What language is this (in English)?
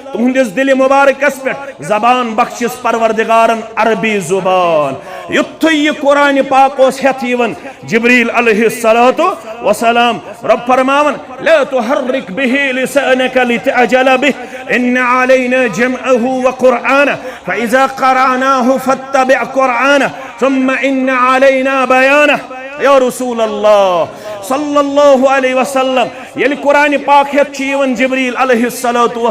Kashmiri